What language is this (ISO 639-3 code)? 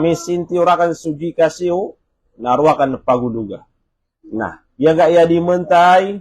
mrw